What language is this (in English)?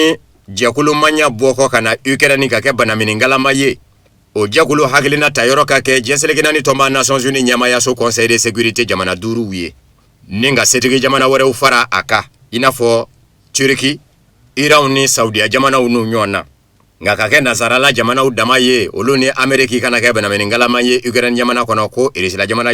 Bambara